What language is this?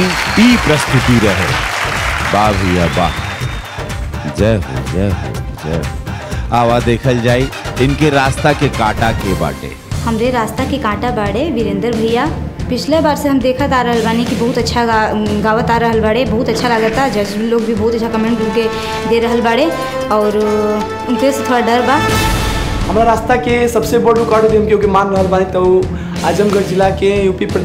Bhojpuri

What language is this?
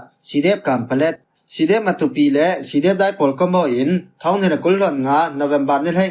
Falam Chin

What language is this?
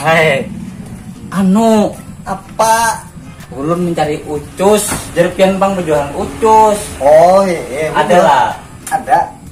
Banjar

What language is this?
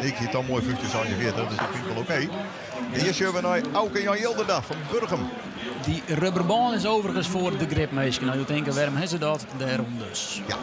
Western Frisian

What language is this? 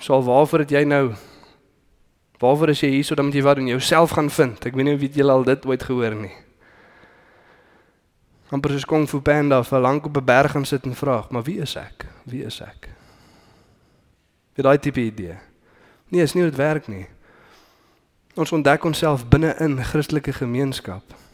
Afrikaans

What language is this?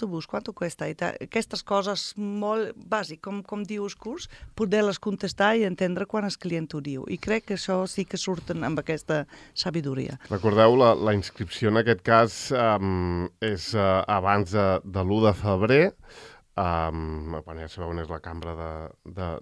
Catalan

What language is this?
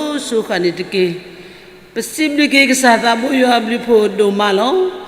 S'gaw Karen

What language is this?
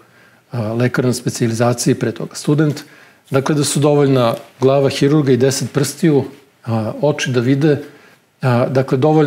Serbian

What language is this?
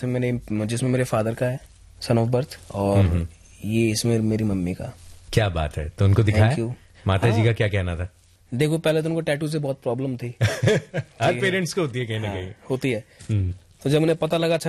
Hindi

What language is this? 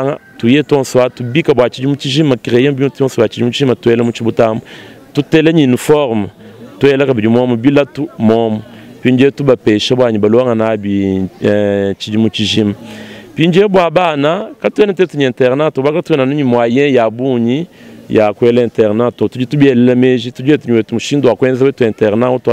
Luba-Lulua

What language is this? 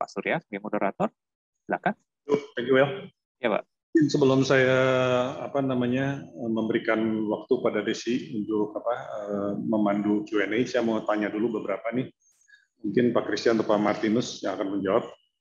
Indonesian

